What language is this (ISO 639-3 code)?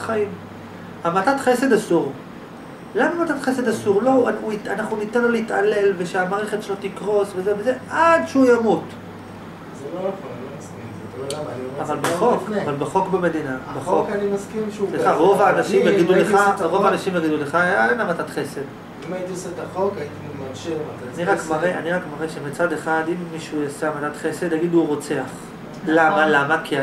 heb